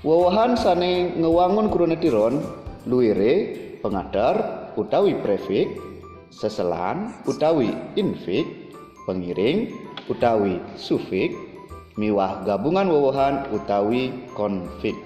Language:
Balinese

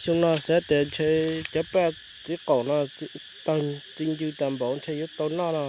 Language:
Hmong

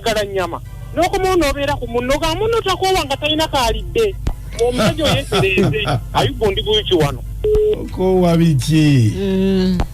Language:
Ganda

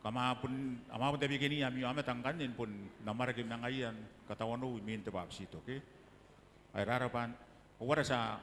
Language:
Gilbertese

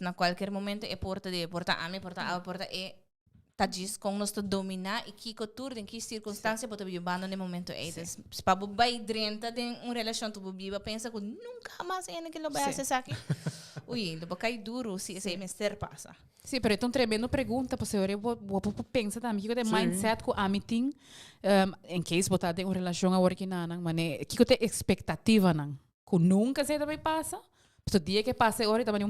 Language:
Papiamento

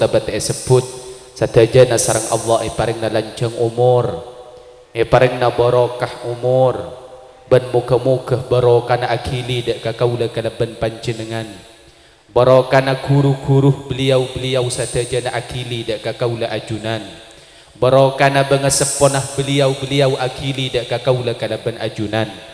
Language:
Madurese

